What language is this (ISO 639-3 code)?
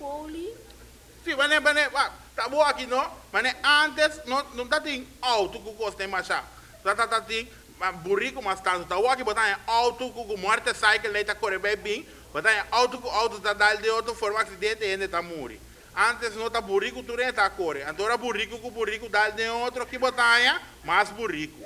pap